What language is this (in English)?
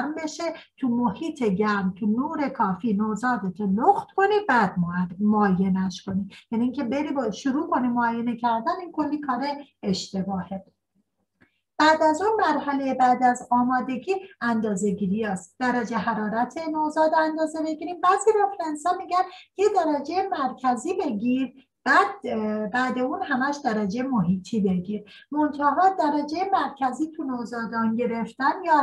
Persian